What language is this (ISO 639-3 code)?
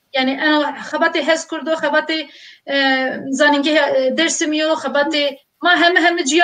zza